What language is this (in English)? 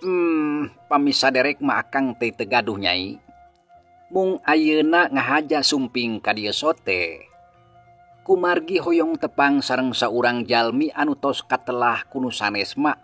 Sundanese